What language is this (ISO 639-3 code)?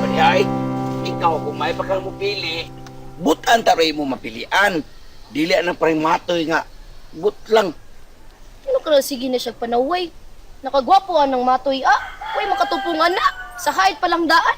ceb